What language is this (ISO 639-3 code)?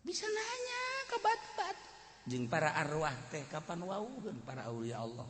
sun